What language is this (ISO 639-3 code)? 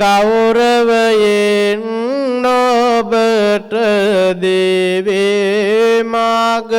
sin